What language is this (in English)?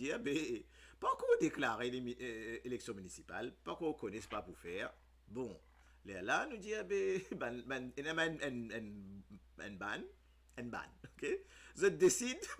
Morisyen